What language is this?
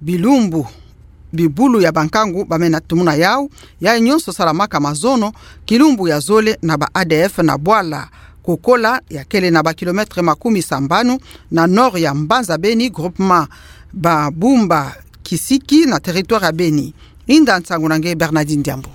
Kituba (Democratic Republic of Congo)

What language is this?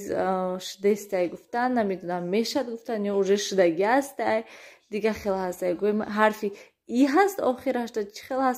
Tajik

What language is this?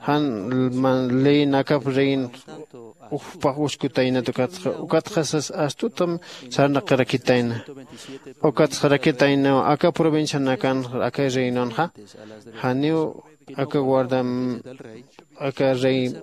Aymara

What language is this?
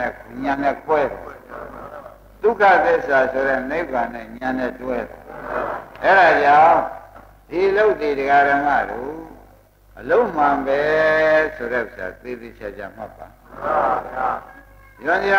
Burmese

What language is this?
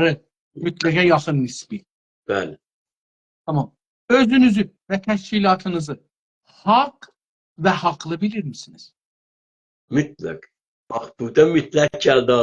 South Azerbaijani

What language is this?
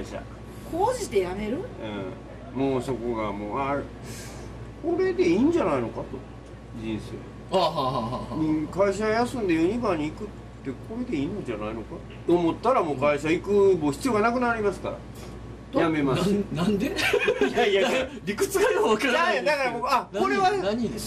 Japanese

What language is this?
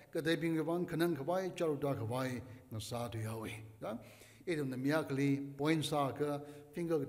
Tangkhul Naga (India)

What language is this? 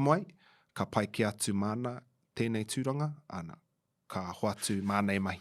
Māori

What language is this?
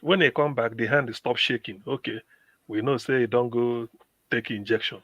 Nigerian Pidgin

